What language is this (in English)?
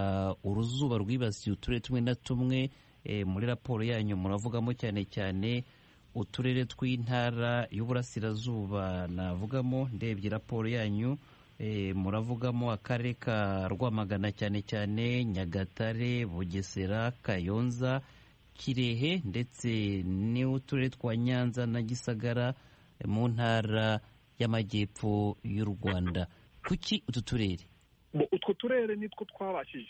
Kinyarwanda